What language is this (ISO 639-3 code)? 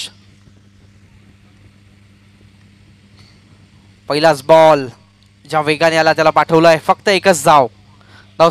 mar